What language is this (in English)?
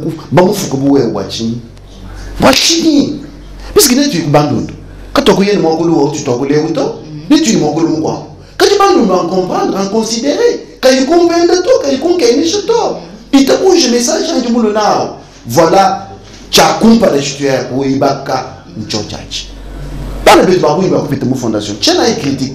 Luba-Lulua